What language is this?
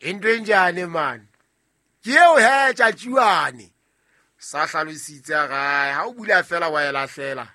Southern Sotho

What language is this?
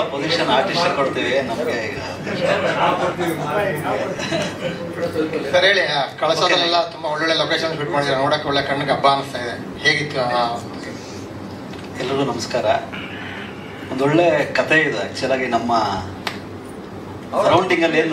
Kannada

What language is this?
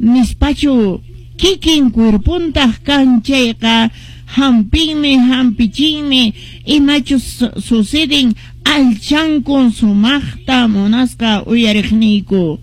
Quechua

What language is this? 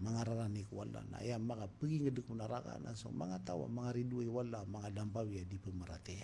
Maranao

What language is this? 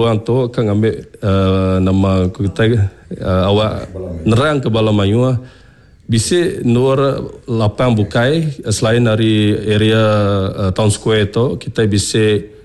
Iban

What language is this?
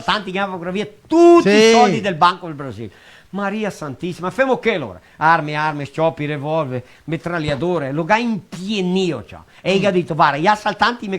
Venetian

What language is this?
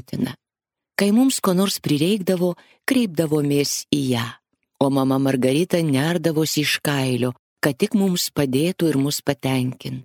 Lithuanian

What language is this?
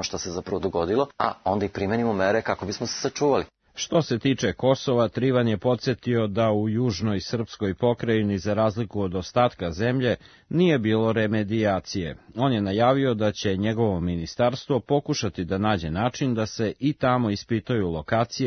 Serbian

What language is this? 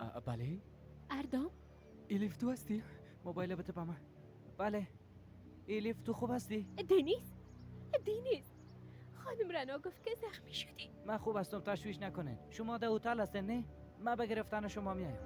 Persian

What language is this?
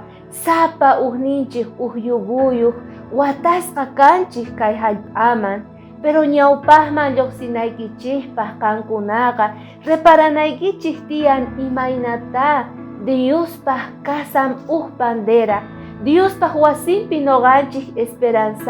South Bolivian Quechua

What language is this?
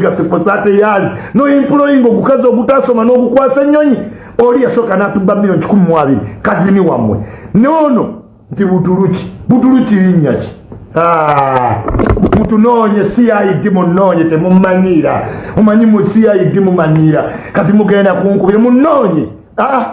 Ganda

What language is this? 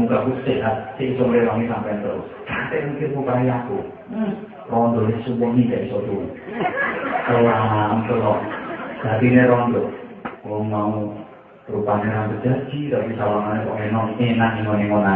Javanese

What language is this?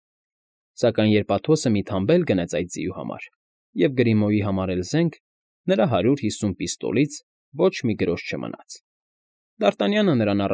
Armenian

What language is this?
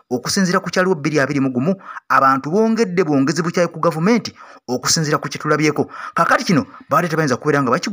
Ganda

